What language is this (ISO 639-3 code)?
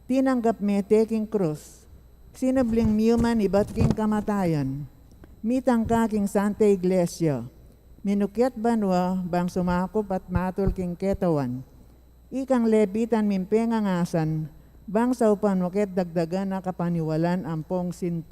pam